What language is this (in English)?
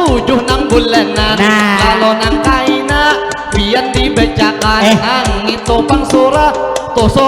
Banjar